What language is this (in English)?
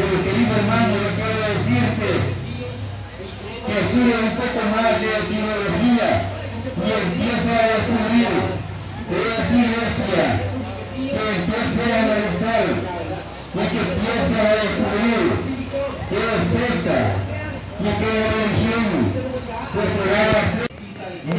Spanish